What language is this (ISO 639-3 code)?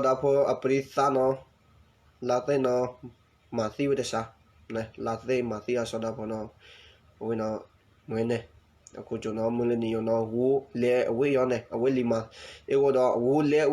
ksw